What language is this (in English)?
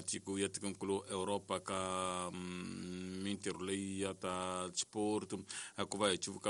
Tsonga